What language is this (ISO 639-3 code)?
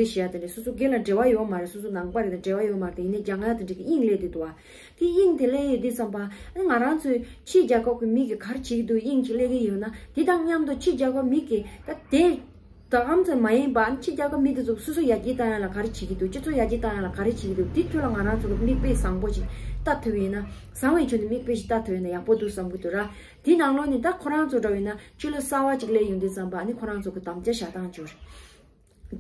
bod